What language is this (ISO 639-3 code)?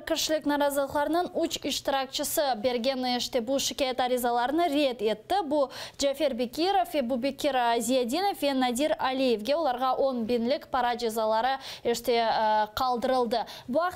crh